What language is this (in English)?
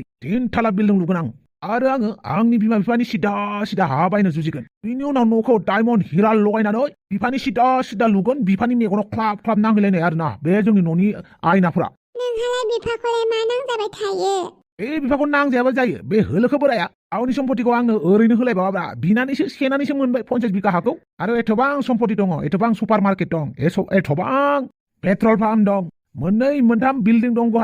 Bodo